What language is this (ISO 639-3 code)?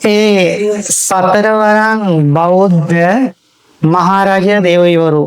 sin